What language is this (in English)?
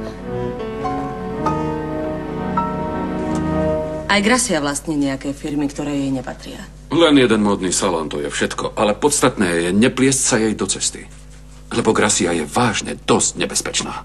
Slovak